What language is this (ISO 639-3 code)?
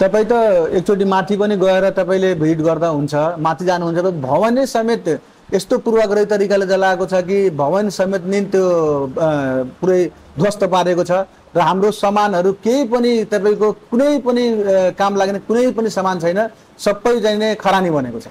nep